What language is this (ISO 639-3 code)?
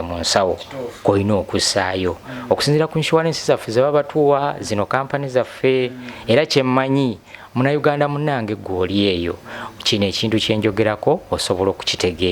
lug